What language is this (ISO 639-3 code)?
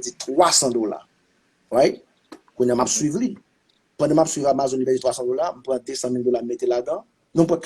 hat